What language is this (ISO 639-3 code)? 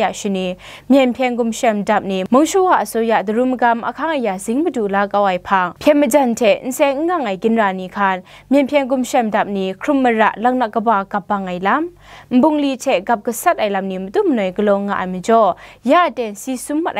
kac